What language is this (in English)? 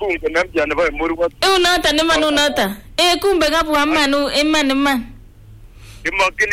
Swahili